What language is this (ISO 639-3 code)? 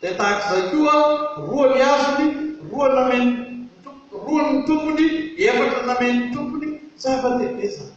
mlg